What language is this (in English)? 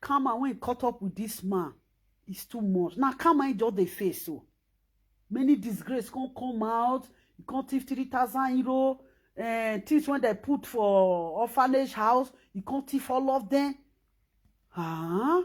Nigerian Pidgin